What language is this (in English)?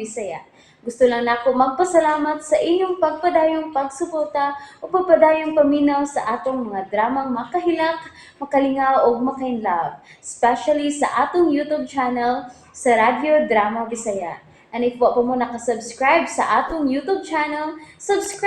Cebuano